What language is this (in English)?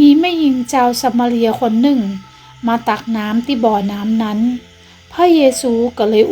Northern Thai